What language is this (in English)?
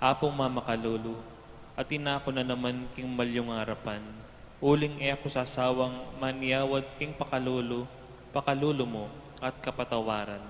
Pampanga